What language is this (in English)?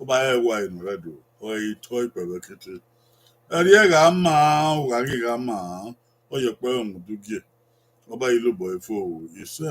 Bini